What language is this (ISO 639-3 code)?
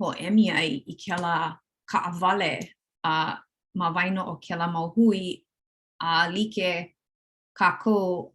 haw